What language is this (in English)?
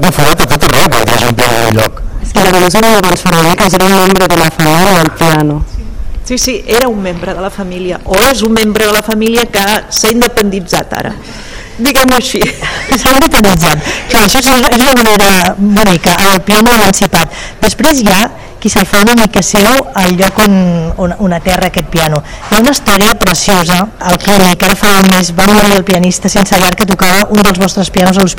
Catalan